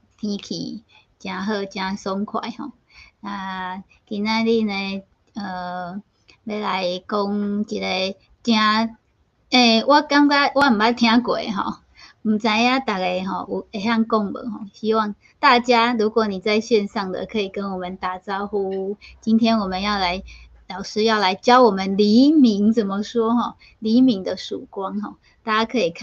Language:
Min Nan Chinese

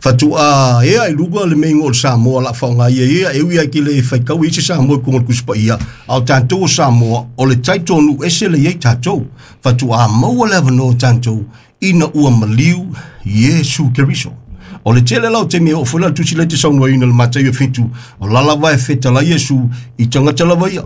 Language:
Samoan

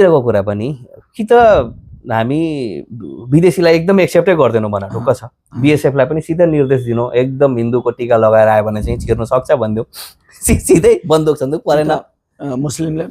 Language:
Nepali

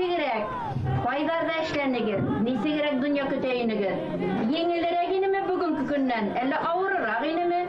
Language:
Bashkir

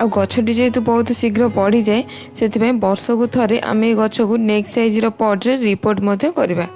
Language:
Odia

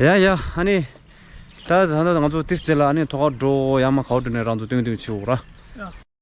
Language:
Tibetan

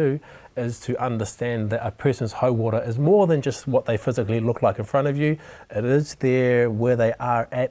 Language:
Māori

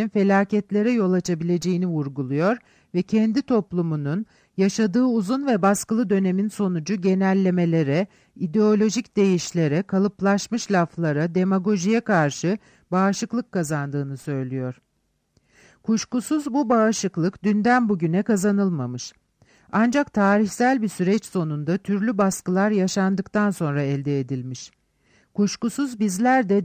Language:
Turkish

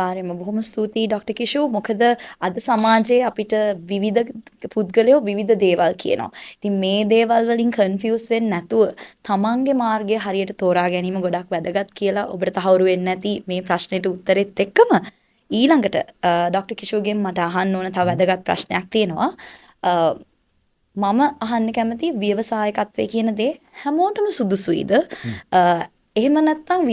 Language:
Sinhala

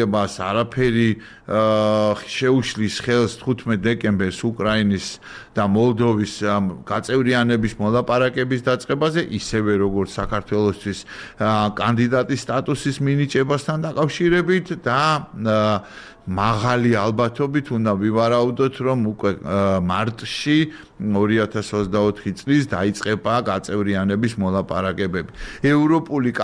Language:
Georgian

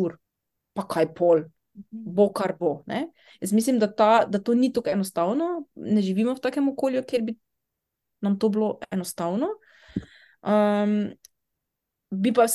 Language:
Slovenian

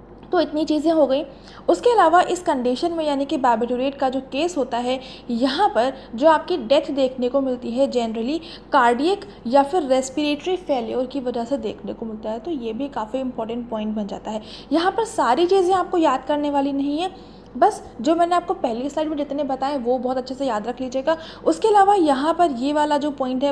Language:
Hindi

